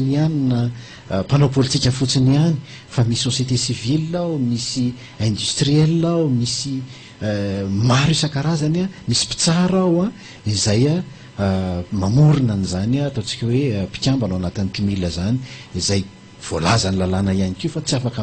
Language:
Malagasy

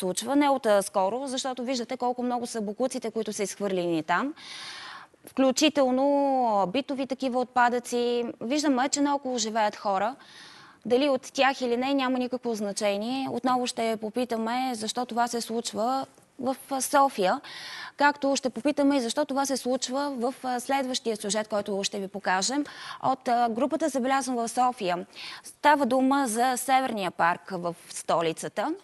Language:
Bulgarian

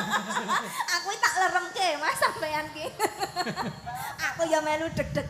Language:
Javanese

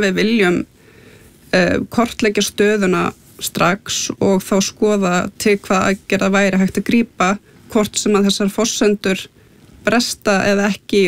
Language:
Icelandic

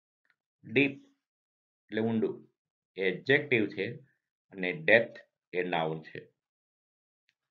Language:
Gujarati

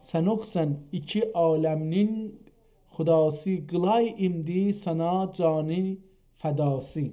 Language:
South Azerbaijani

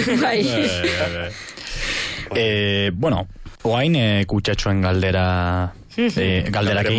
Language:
Basque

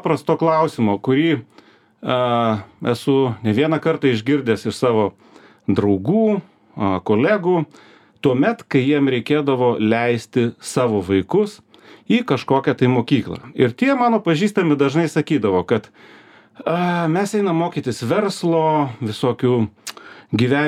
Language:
Lithuanian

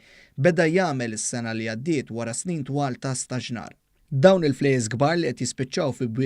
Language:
Maltese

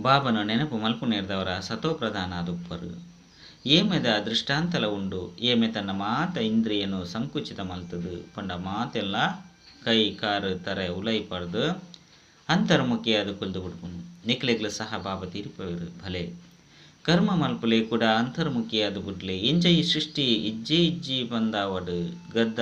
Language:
Tulu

